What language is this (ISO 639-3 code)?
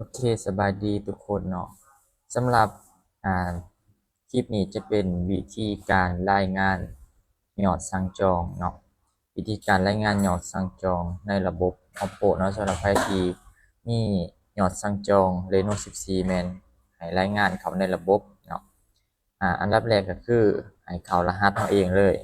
lao